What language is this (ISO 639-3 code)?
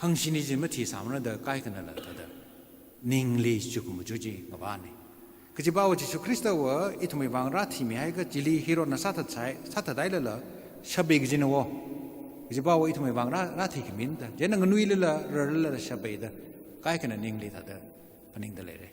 nmf